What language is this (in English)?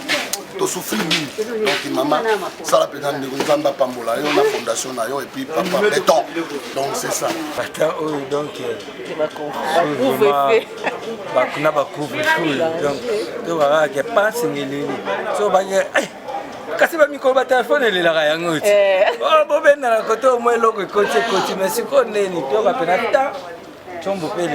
Lingala